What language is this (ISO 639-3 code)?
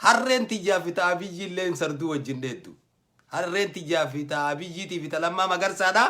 orm